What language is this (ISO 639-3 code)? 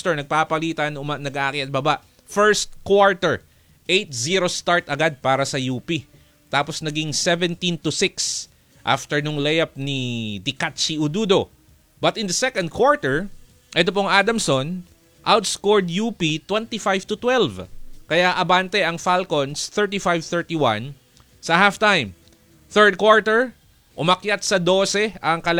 fil